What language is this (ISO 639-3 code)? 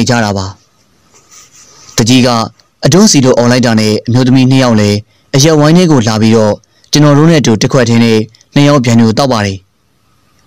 mya